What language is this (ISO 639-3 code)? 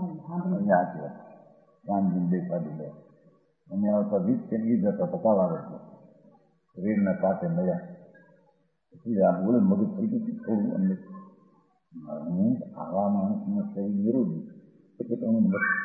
guj